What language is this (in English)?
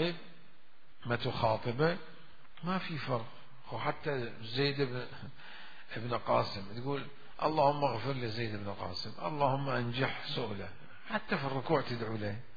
Mesopotamian Arabic